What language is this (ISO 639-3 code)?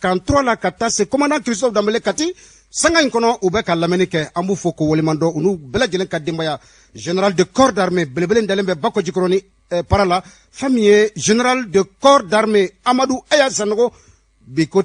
bam